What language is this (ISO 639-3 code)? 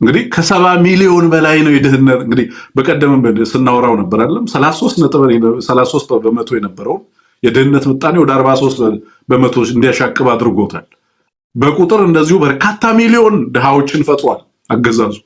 amh